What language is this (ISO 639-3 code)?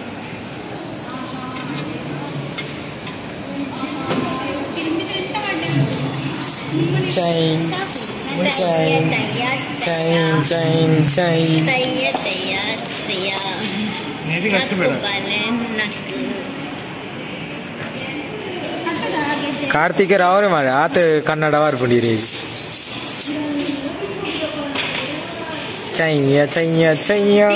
kan